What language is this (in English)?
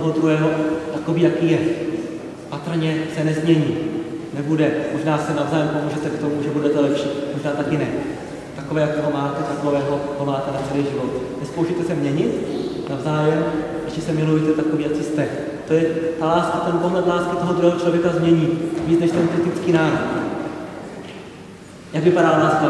Czech